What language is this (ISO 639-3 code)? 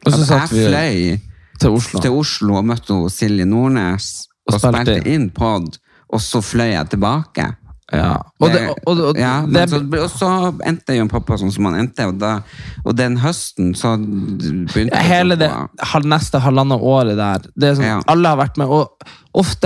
nor